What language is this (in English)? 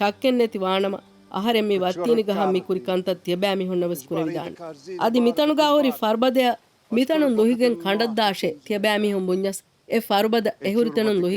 Divehi